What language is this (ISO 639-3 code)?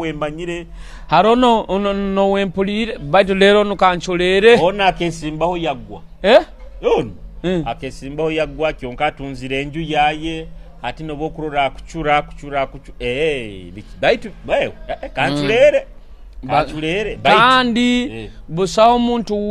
nyo